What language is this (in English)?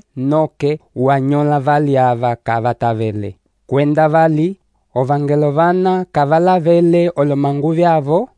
Umbundu